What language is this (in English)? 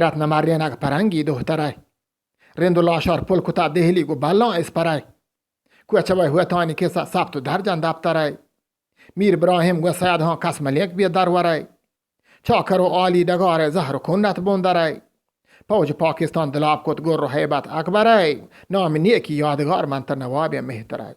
Eastern Balochi